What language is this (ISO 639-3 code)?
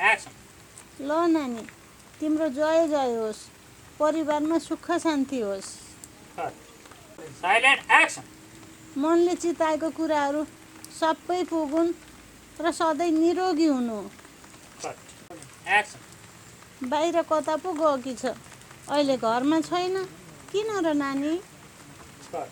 nep